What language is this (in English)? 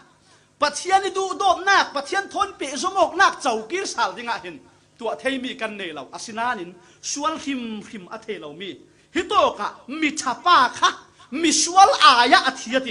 Falam Chin